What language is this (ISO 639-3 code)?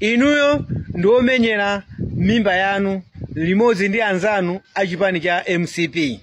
nya